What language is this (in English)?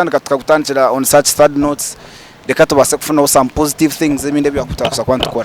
Nyankole